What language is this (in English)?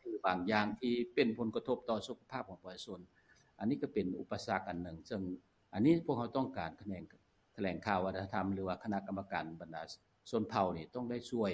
Lao